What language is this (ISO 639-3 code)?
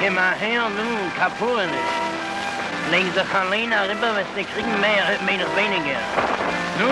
yid